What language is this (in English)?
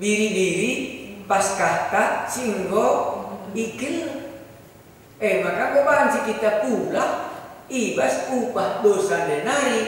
Batak Karo